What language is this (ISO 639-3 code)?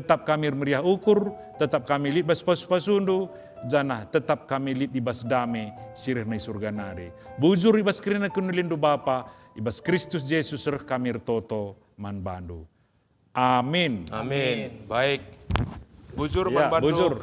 btx